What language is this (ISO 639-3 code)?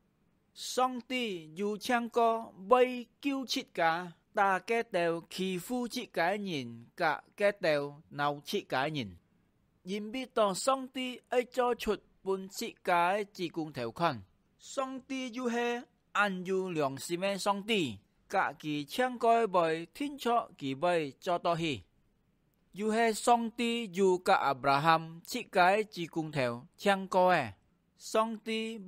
hak